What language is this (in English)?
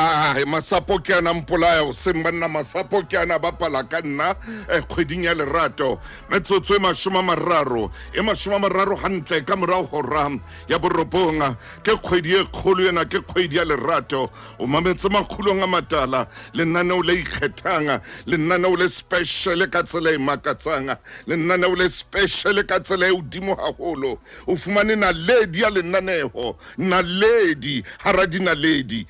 Southern Sotho